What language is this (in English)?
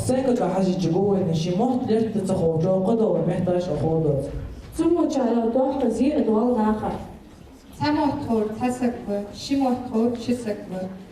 Ingush